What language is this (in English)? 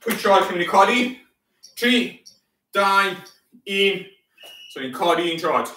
Welsh